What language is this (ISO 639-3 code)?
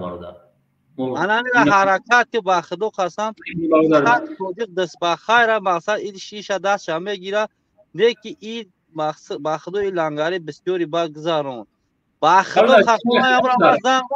tgk